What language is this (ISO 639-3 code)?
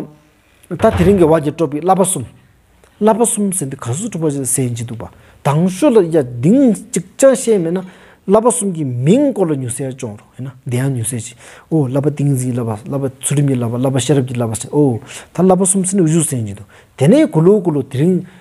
sbu